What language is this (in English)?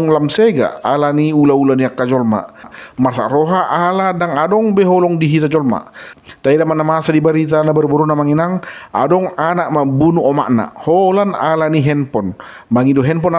Batak Toba